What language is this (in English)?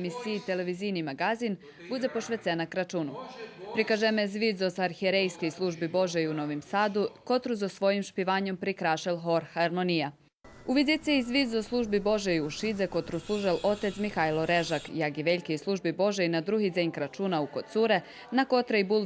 Rusyn